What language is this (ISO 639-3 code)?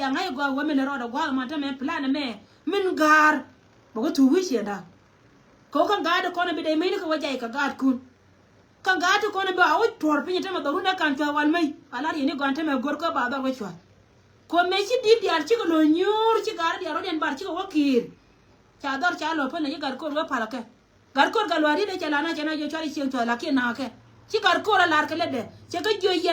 nus